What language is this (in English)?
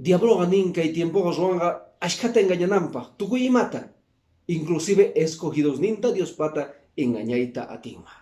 Quechua